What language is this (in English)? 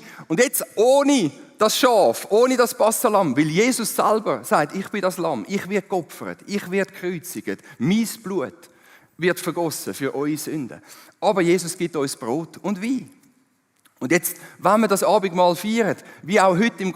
Swiss German